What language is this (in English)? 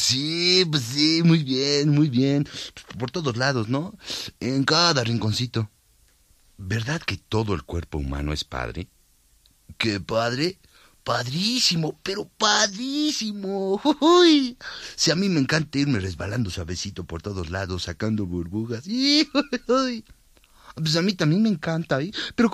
Spanish